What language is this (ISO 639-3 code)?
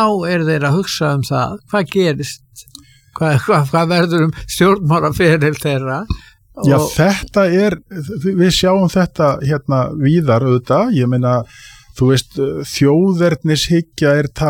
isl